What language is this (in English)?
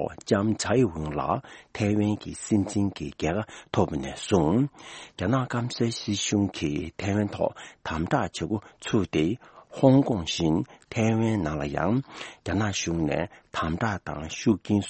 Tibetan